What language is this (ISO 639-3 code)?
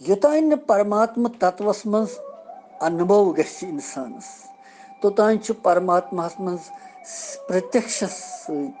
kas